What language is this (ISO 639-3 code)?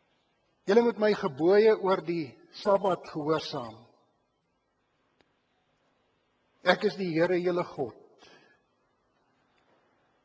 afr